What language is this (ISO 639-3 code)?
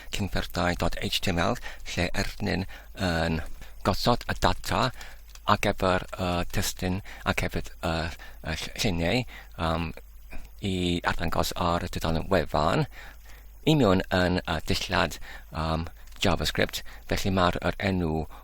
cym